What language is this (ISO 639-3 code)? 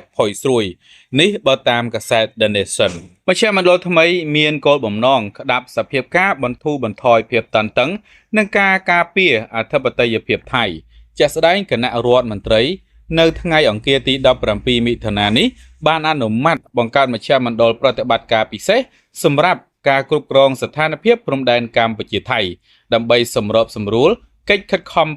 khm